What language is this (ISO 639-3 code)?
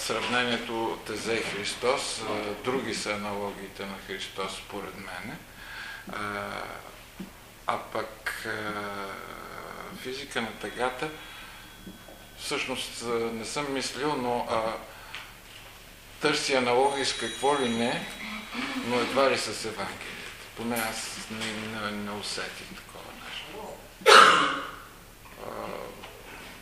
bul